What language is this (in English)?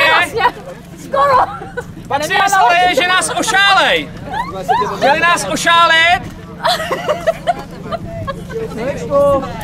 Czech